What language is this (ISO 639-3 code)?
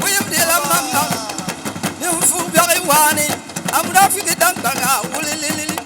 dag